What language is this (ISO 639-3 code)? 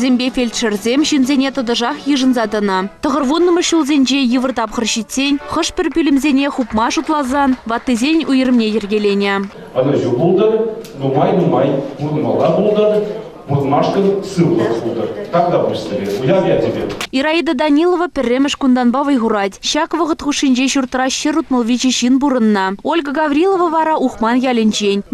chv